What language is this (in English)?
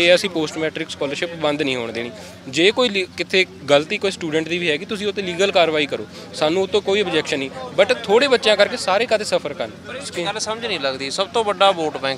Punjabi